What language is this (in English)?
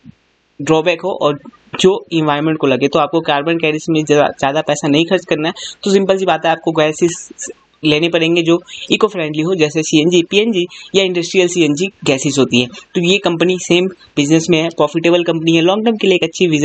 Hindi